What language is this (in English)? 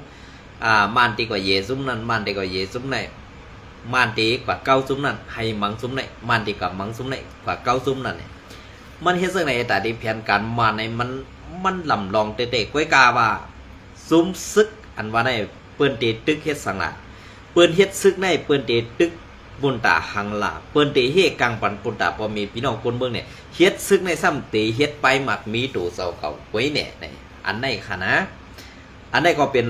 Shan